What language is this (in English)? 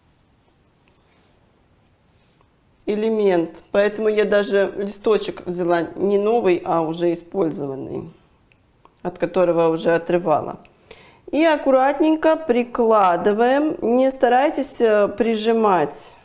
Russian